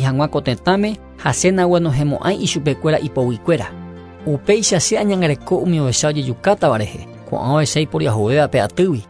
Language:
Guarani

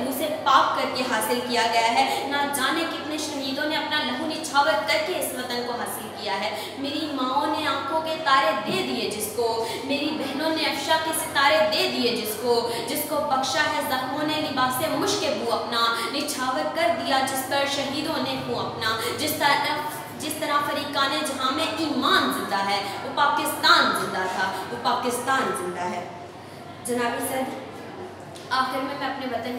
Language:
Urdu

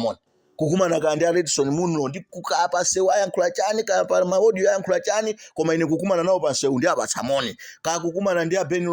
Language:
Nyanja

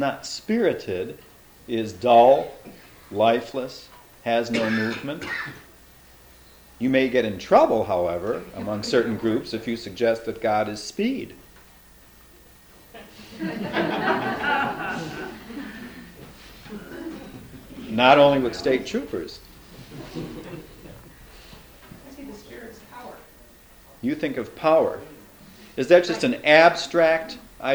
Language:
English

